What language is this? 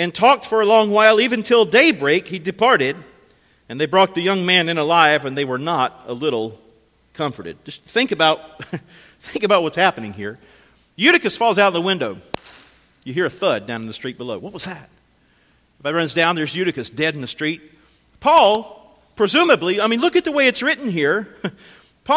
English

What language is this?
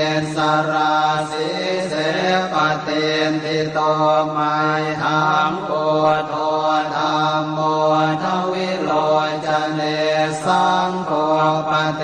Pali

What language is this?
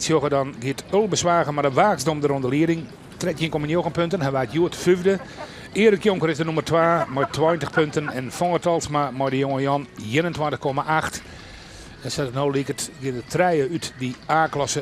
Western Frisian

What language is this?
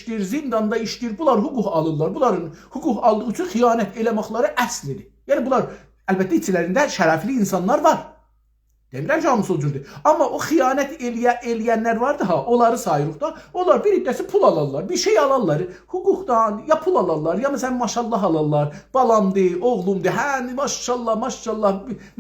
South Azerbaijani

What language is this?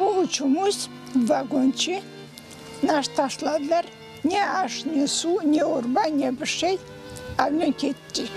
Crimean Tatar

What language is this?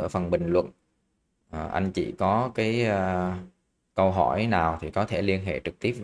Vietnamese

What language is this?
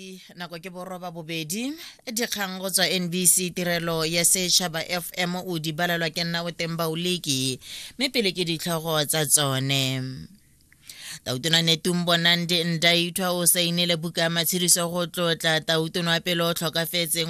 Tswana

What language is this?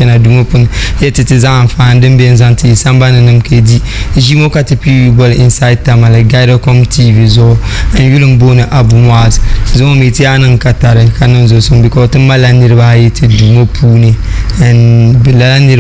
Dagbani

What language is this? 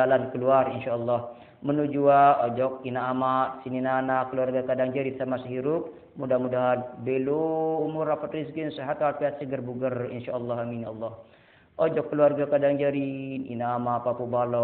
Sasak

